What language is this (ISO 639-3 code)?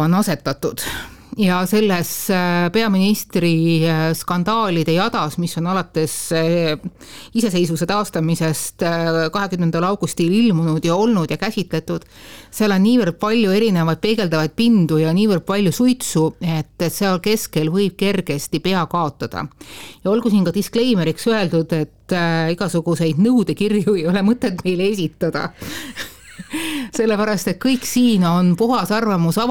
est